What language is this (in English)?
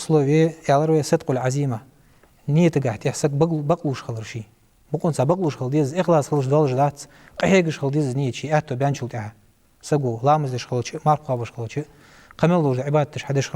Ingush